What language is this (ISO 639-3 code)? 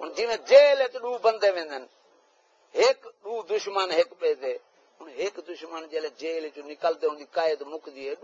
skr